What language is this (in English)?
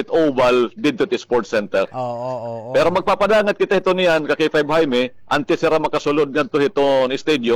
Waray